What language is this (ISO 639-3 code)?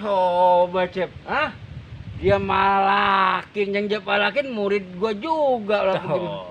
bew